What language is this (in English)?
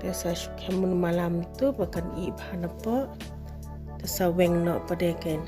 Khasi